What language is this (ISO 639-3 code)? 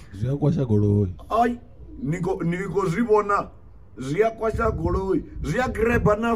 ven